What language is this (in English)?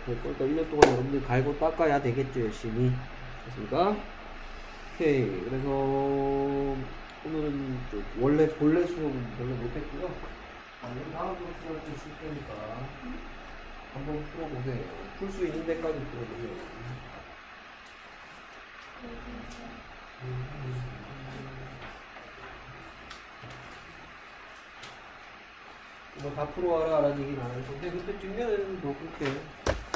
Korean